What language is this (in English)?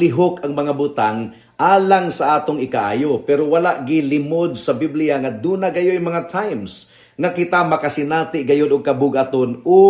Cebuano